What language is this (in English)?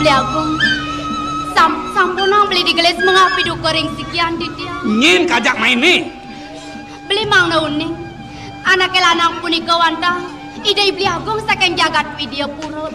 Balinese